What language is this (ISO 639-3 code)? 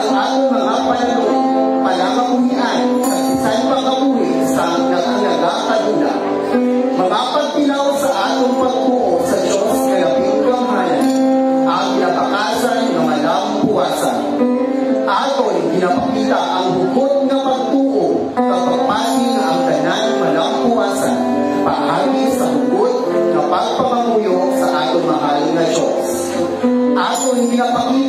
hil